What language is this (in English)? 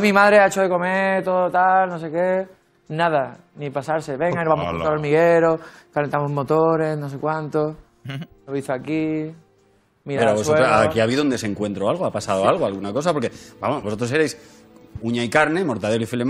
Spanish